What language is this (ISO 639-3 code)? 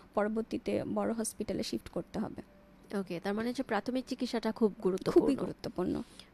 ben